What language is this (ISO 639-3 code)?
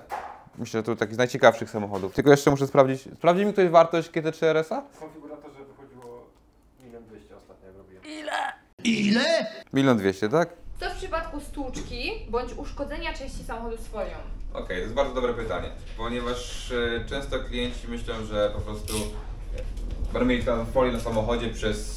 pol